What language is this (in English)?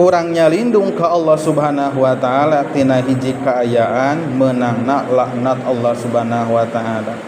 Sundanese